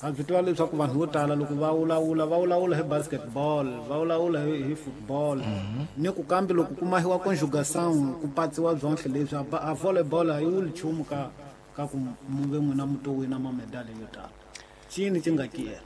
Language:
Tsonga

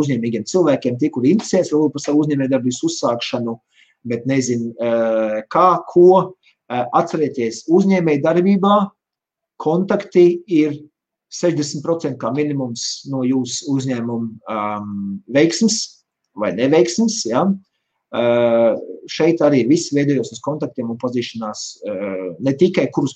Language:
Latvian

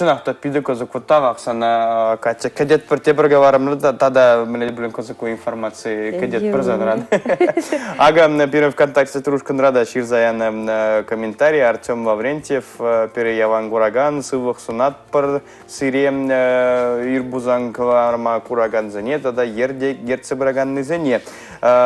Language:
Chuvash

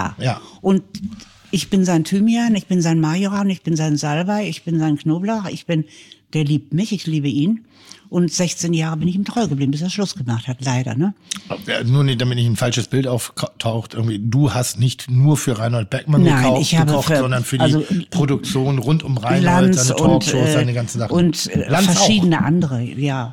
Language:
German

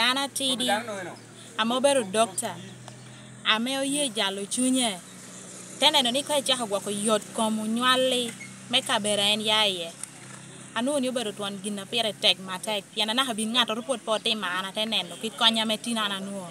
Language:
Lango (Uganda)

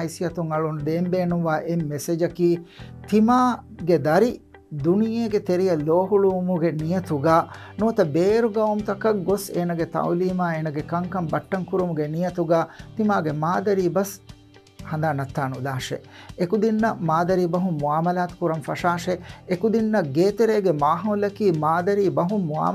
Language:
Divehi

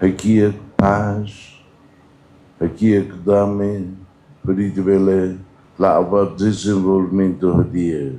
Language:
Tetum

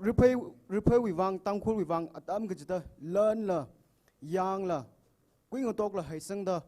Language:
Tangkhul Naga (India)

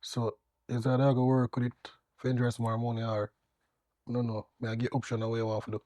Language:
Jamaican Creole English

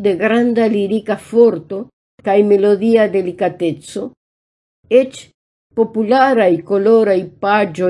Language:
Esperanto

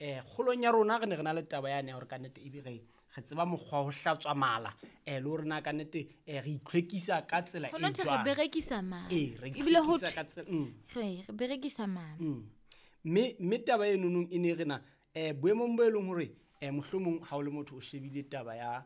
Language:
Southern Sotho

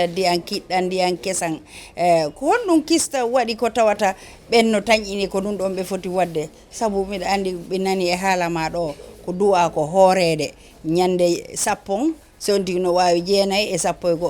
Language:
Fula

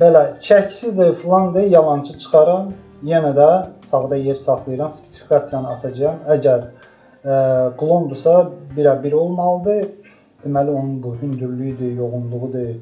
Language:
Azerbaijani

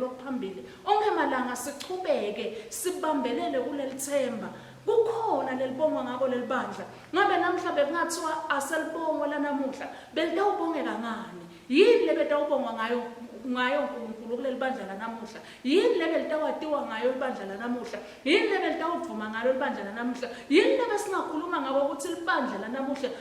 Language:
Swati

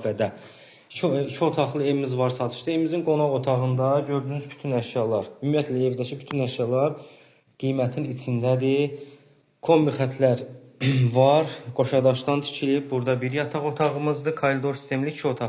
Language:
Azerbaijani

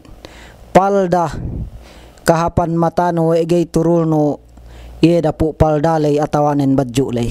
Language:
Yakan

